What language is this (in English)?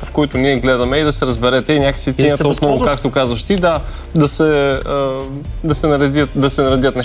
Bulgarian